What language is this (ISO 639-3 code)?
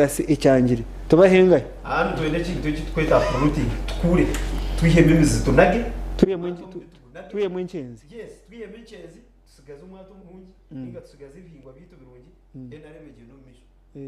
nyn